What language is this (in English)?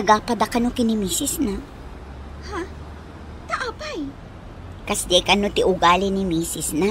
Iloko